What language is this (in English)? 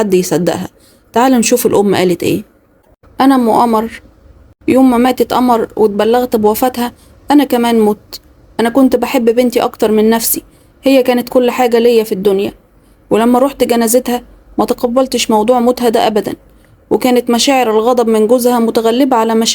Egyptian Arabic